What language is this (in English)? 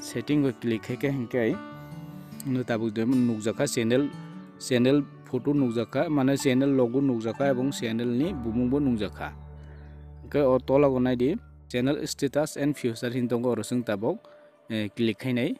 Kok Borok